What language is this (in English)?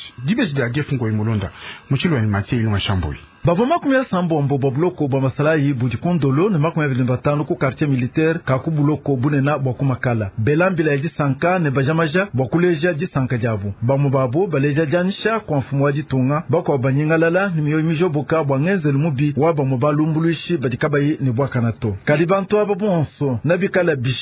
Luba-Lulua